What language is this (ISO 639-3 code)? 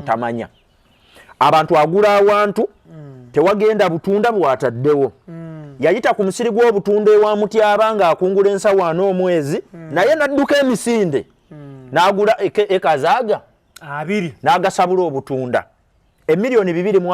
lug